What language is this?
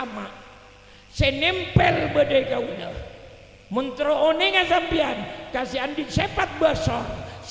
Madurese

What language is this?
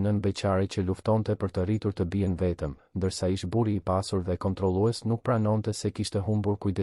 Albanian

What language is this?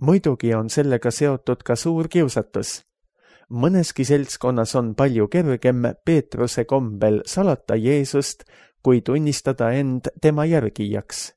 Estonian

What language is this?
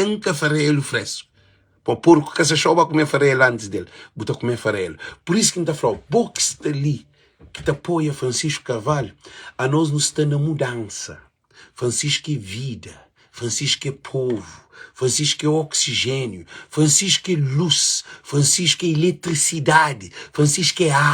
Kabuverdianu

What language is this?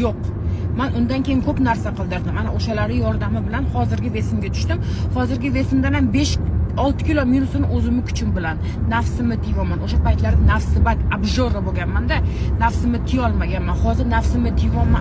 Uzbek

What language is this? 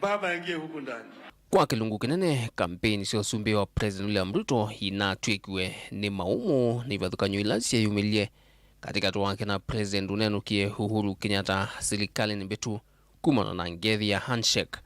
Kamba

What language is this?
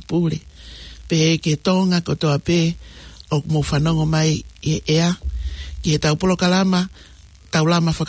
Tongan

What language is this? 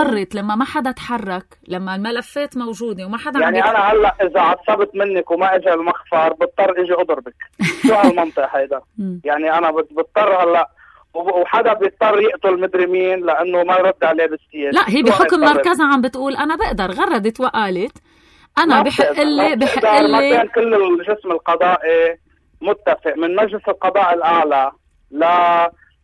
North Levantine Arabic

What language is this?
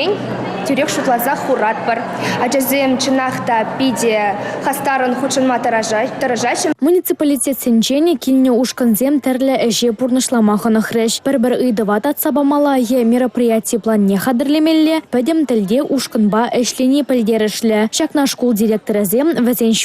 Chuvash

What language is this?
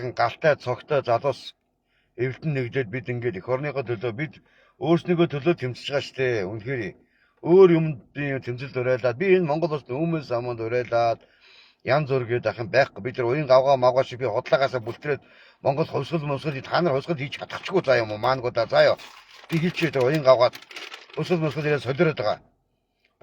Mongolian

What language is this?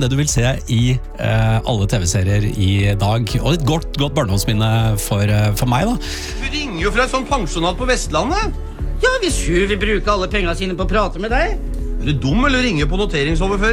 Norwegian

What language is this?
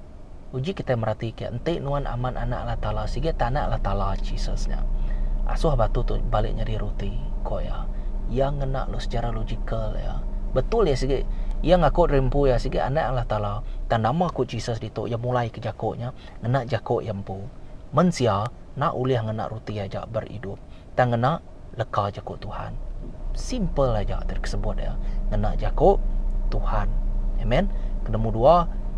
Iban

